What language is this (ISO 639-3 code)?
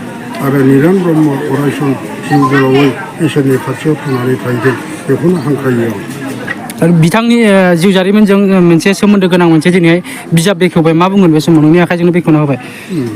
brx